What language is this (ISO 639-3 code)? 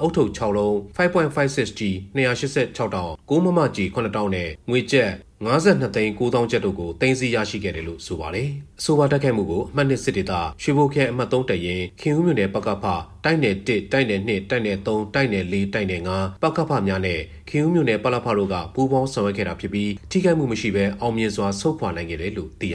mya